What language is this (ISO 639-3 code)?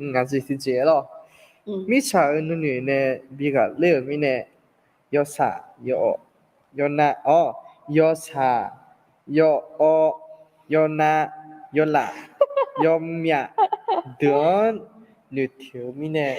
ahk